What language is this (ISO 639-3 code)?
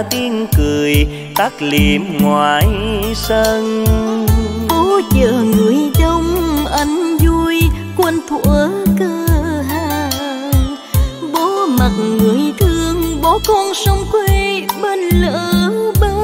vie